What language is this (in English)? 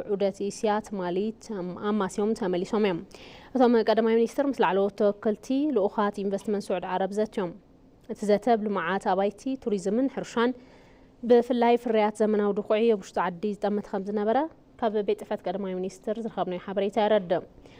Tigrinya